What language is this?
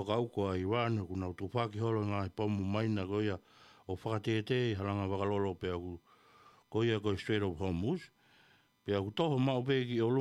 Tongan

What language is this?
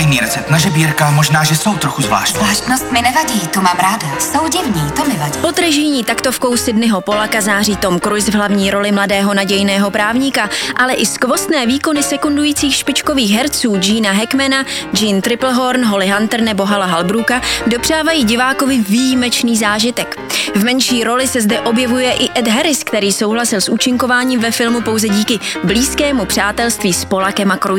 Czech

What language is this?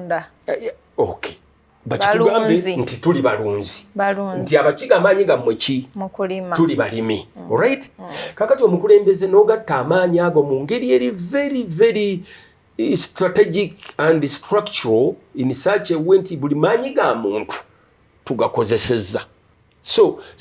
Ganda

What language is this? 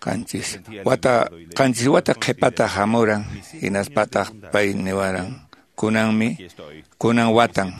Quechua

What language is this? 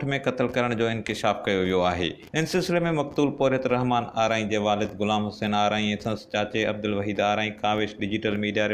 Sindhi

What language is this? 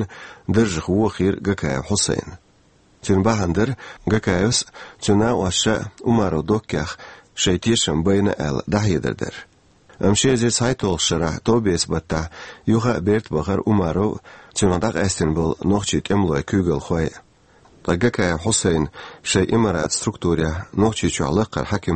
Chechen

